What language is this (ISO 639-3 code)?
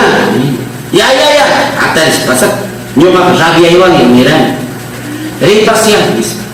quy